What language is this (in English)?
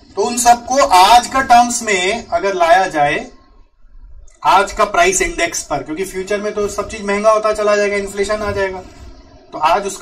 Hindi